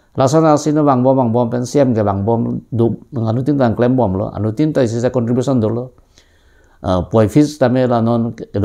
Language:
Karbi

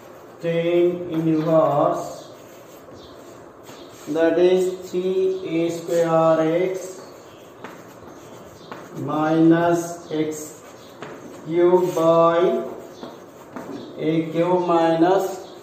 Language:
English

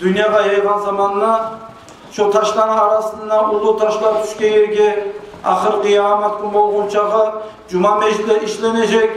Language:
Kumyk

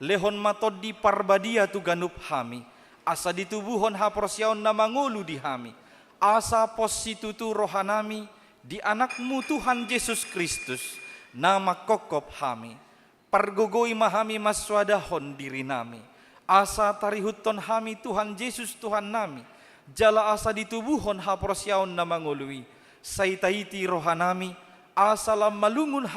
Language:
Batak Toba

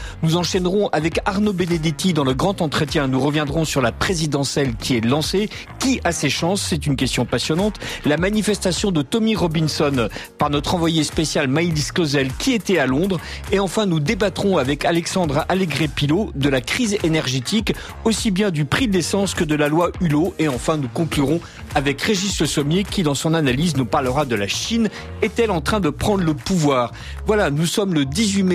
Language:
French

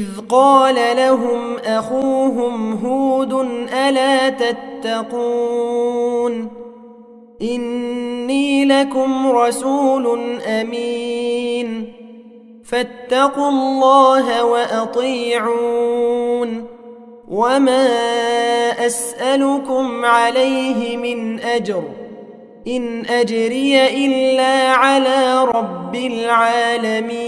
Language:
Arabic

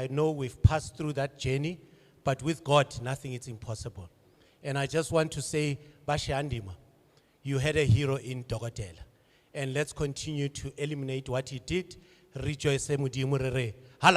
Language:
Venda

